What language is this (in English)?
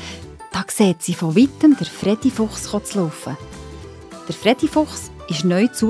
Swiss German